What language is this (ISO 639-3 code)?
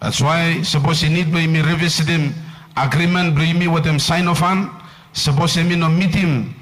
bis